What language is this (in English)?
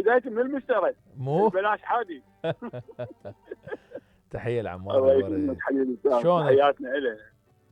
Mesopotamian Arabic